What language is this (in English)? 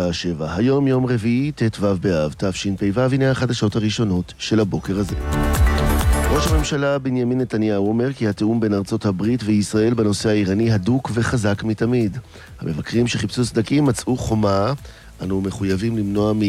Hebrew